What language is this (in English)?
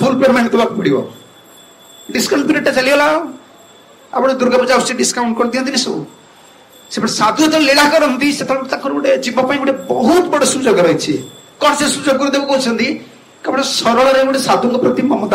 Odia